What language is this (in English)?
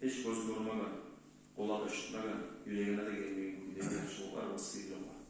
Kumyk